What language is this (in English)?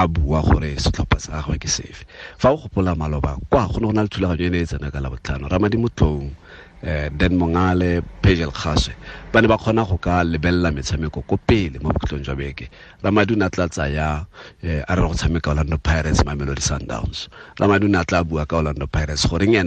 Tswana